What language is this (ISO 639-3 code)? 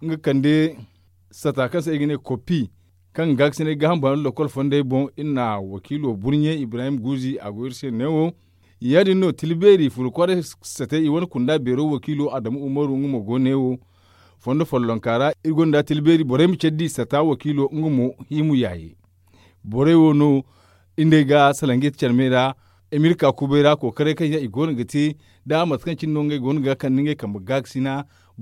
dje